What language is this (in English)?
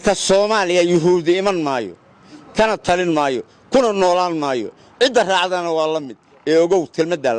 Somali